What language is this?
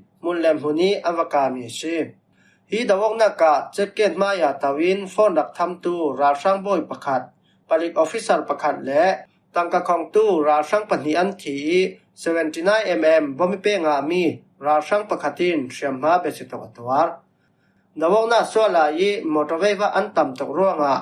Falam Chin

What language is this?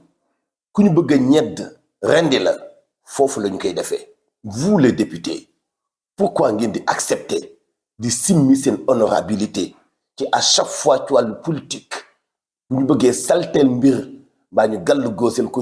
Wolof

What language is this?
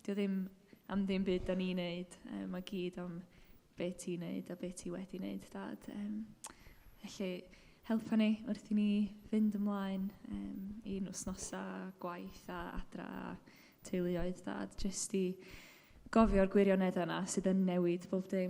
Welsh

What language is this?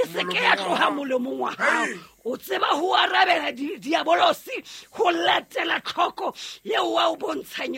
Southern Sotho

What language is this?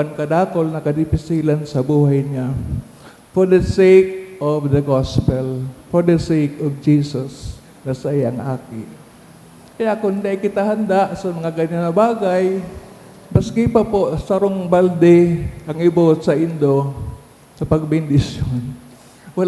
Bikol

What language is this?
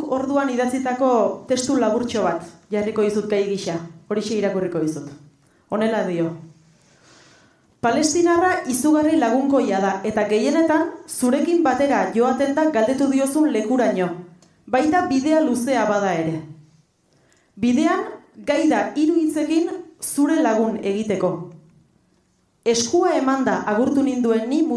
Basque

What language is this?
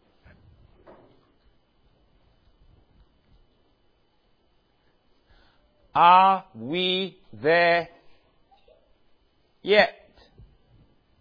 English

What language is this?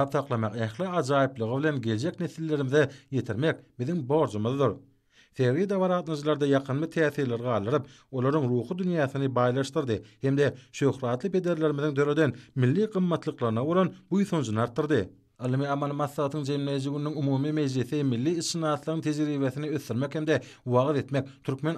Turkmen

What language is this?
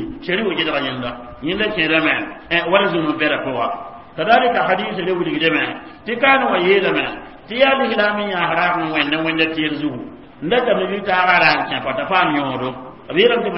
Mossi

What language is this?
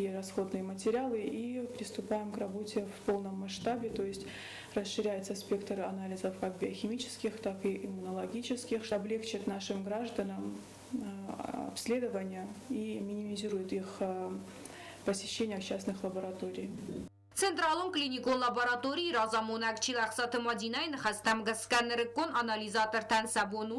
Ossetic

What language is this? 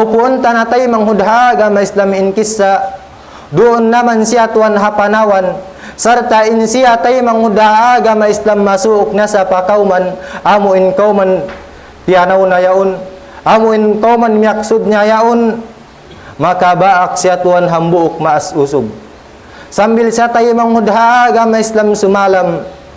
Tausug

